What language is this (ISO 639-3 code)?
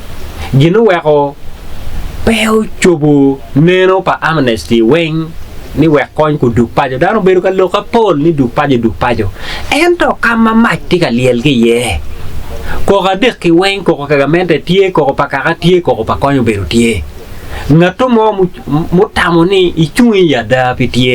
ach